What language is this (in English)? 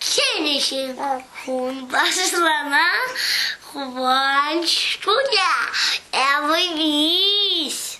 Crimean Tatar